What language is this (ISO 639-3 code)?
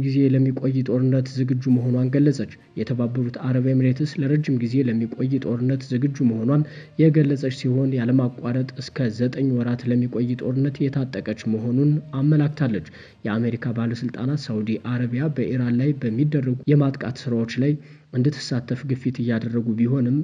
amh